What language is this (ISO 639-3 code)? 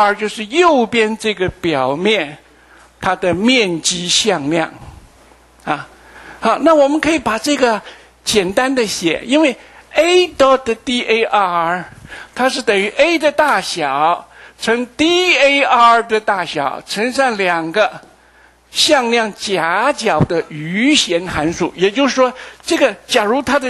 zho